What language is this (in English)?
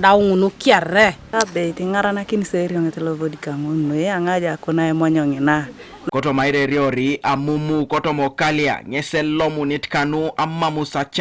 Teso